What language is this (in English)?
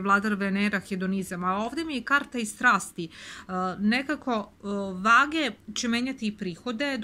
Serbian